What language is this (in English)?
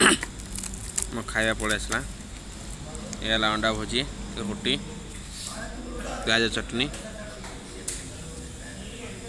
Odia